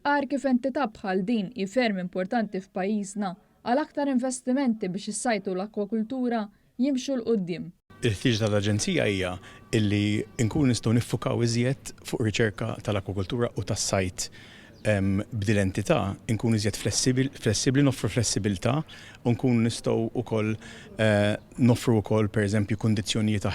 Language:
Maltese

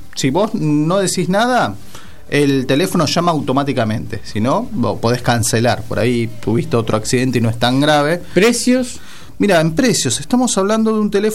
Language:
Spanish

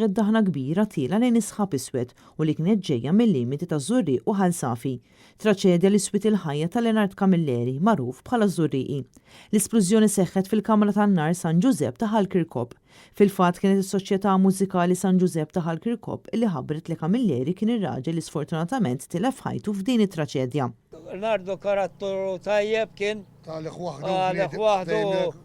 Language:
Maltese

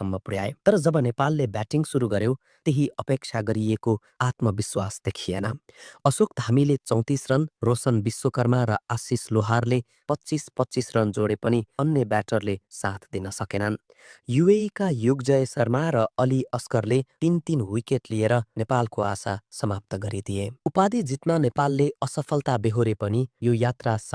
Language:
Nepali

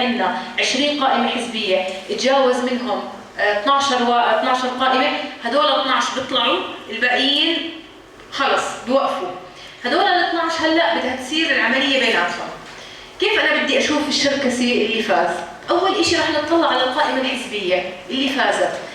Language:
North Levantine Arabic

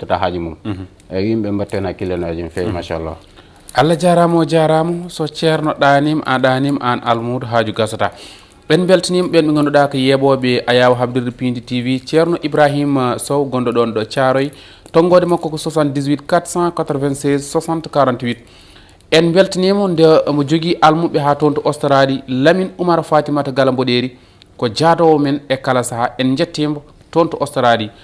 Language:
Fula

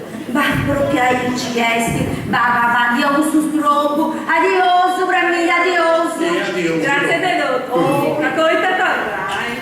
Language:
Sardinian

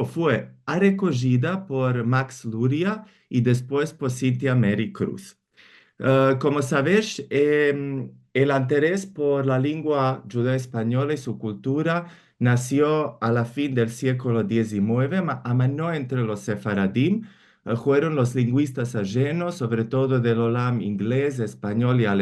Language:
Ladino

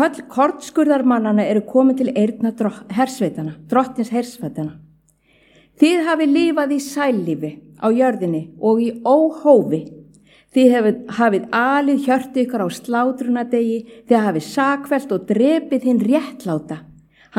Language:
Icelandic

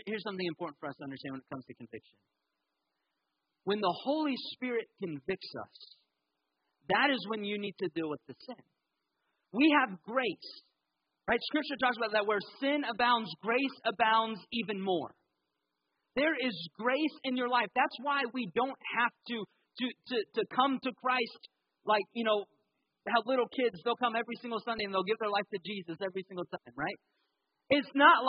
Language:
English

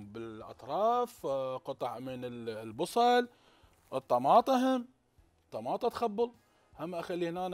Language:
Mesopotamian Arabic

